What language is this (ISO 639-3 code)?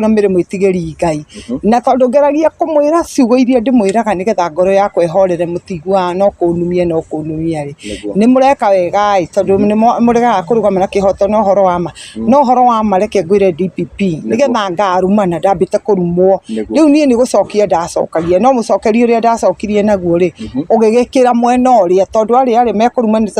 kik